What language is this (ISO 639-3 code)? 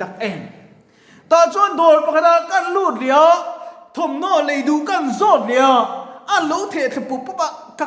lus